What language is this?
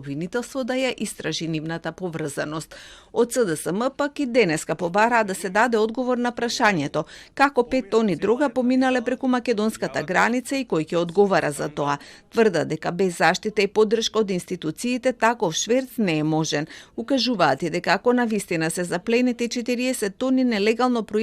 Macedonian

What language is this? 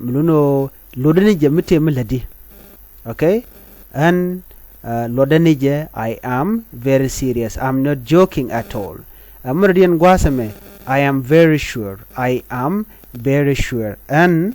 Nuer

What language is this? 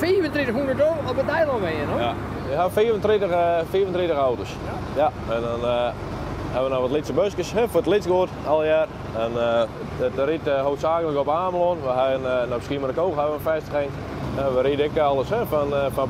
Western Frisian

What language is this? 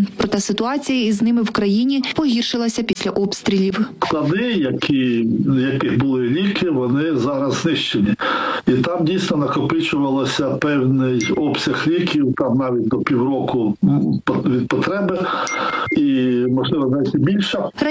Ukrainian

